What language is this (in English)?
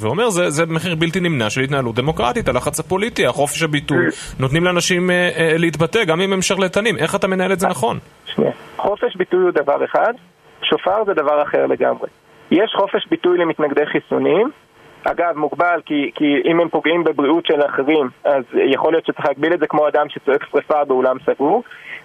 Hebrew